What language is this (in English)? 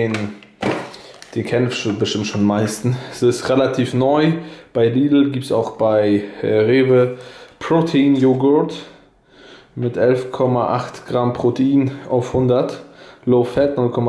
German